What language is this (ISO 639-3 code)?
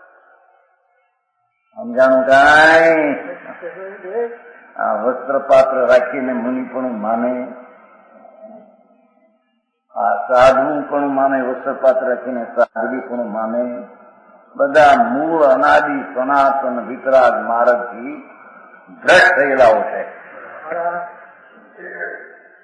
guj